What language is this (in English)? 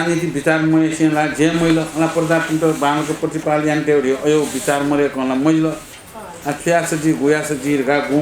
Newari